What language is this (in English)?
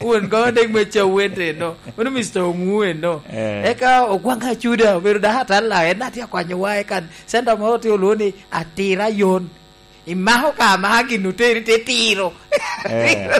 Lango (Uganda)